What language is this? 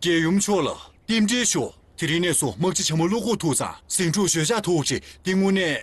Tibetan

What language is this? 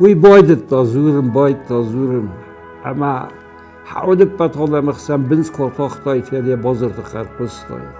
Ossetic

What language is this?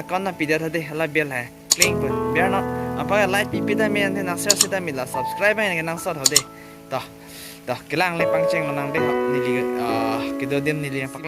Karbi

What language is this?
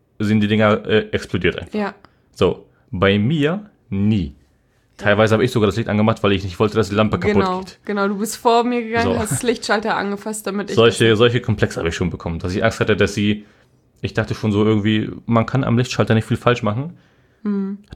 German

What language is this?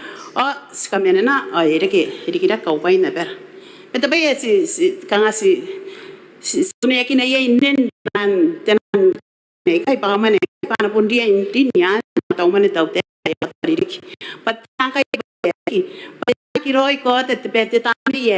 Gilbertese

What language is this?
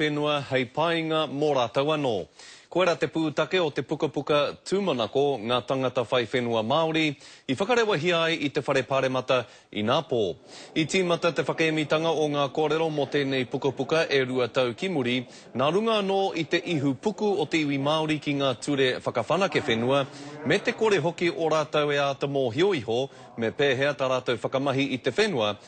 Māori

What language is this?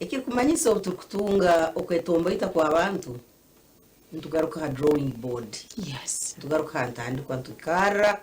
Nyankole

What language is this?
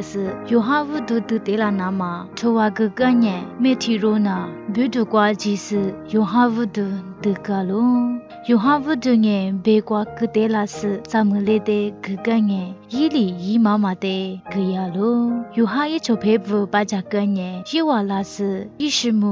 Lisu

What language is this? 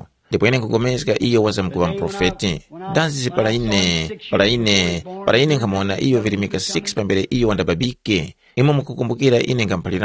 Tumbuka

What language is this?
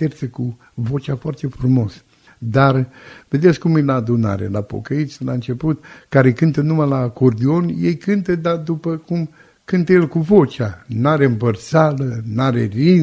Romanian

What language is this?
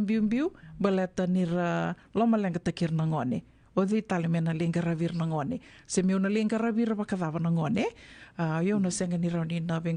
Fijian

